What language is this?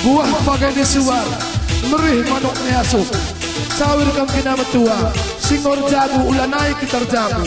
Batak Karo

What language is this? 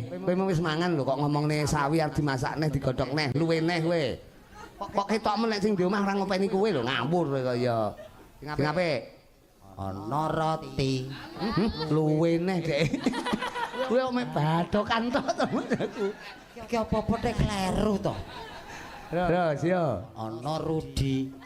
Javanese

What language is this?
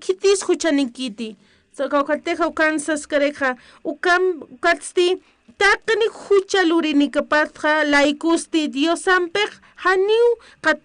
Aymara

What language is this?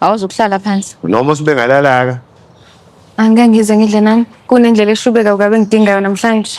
Zulu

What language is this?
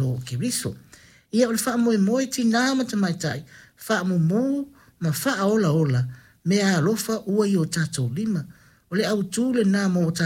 Samoan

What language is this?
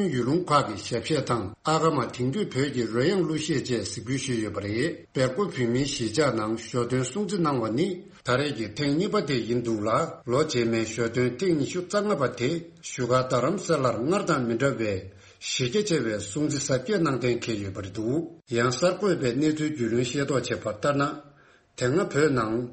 Tibetan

